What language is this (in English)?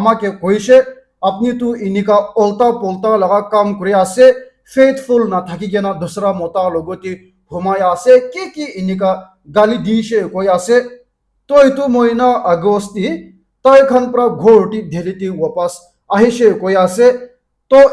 Naga Pidgin